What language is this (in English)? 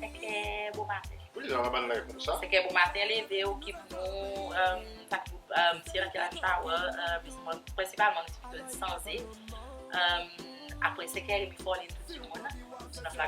Seselwa Creole French